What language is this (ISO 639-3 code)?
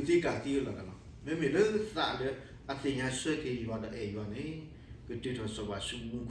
ksw